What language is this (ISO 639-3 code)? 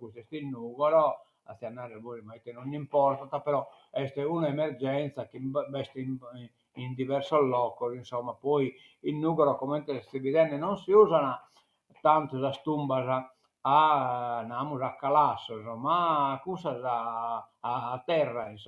srd